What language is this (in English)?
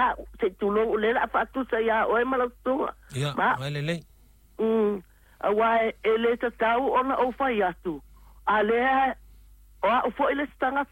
Samoan